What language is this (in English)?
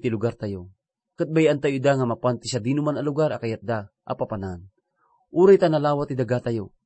Iloko